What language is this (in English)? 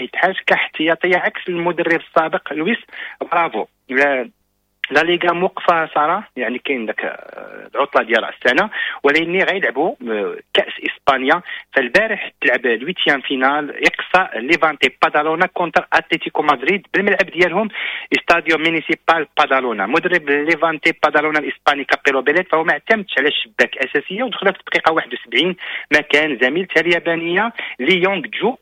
Moroccan Arabic